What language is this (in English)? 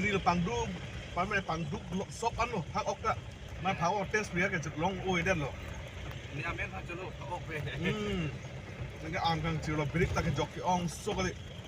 Karbi